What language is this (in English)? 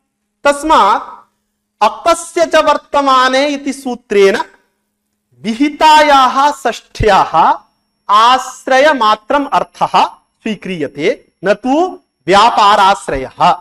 Sanskrit